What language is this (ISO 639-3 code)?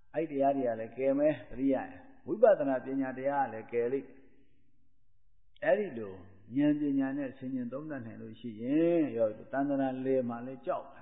mya